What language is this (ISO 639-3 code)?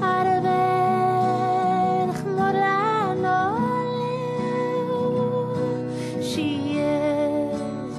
cym